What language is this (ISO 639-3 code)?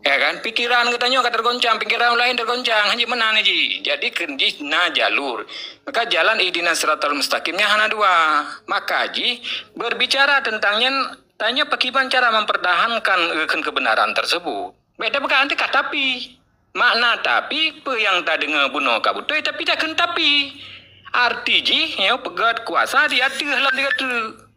ace